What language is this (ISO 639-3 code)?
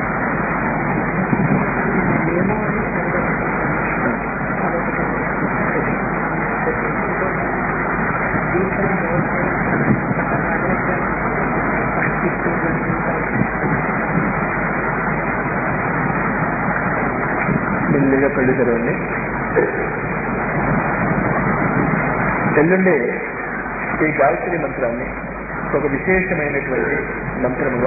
tel